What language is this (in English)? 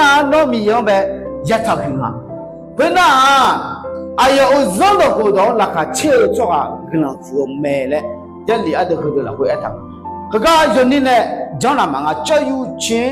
Akha